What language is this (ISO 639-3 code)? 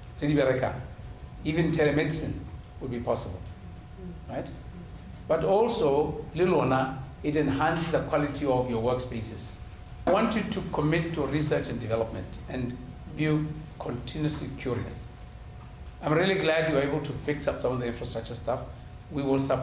tsn